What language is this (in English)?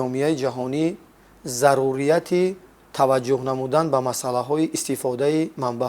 Tajik